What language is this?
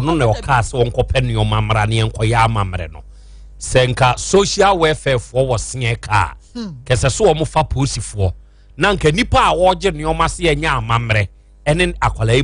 Akan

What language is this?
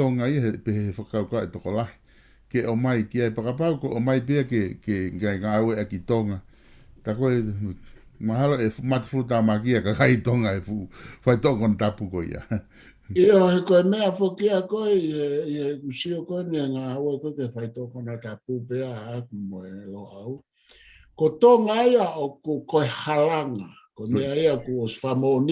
Tongan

